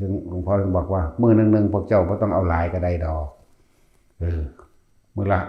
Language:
Northeastern Thai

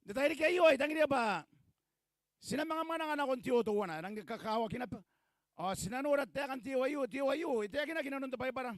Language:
Gilbertese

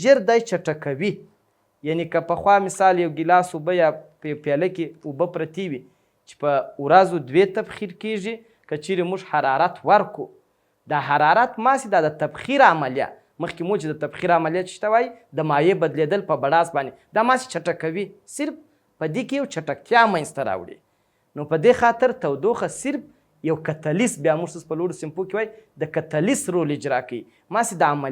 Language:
Pashto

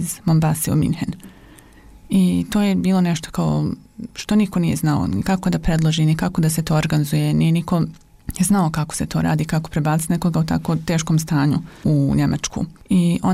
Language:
Bosnian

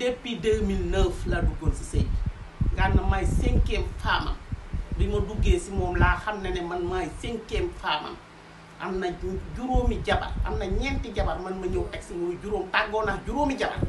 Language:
Wolof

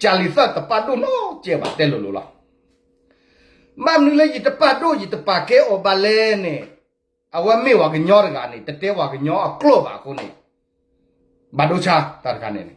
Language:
S'gaw Karen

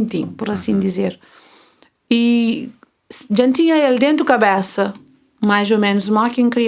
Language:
Kabuverdianu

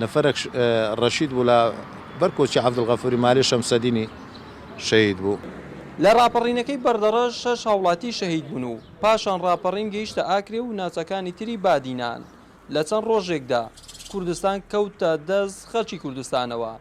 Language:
Central Kurdish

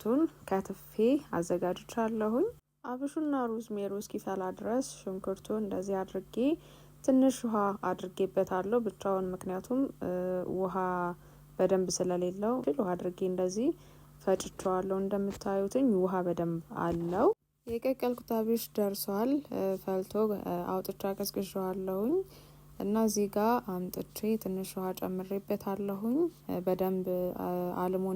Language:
Amharic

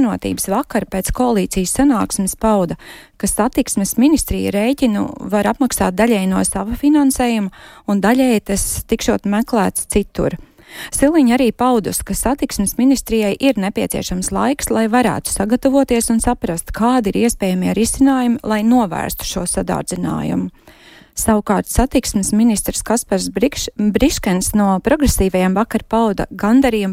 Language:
Latvian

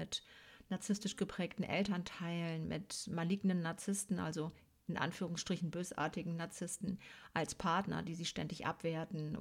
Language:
German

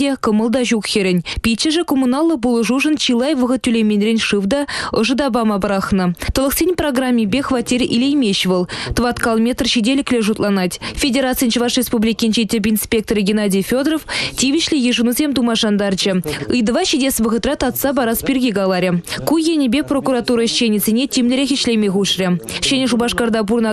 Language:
Chuvash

